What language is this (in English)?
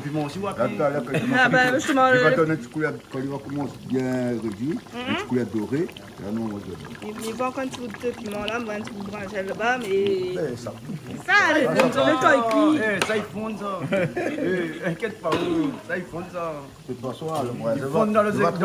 Réunion Creole French